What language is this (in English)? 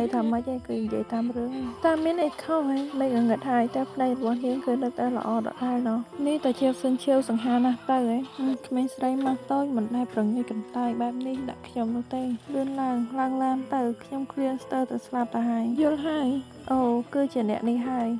Khmer